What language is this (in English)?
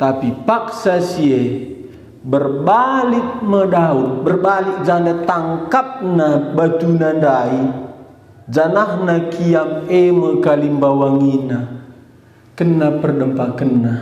Batak Karo